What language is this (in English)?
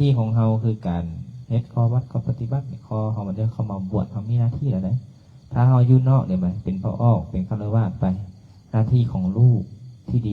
Lao